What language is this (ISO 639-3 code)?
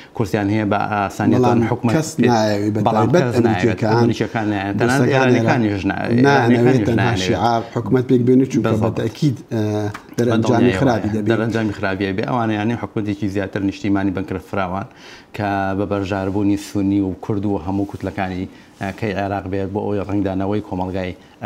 ckb